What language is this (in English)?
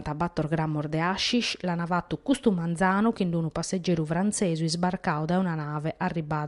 Sardinian